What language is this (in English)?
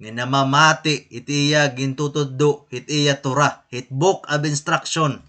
Waray